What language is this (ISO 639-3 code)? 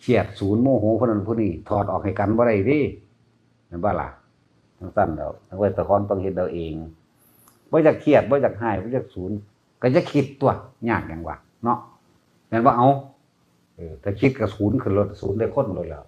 tts